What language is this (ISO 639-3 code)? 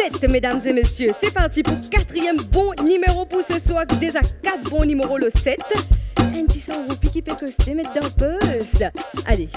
mfe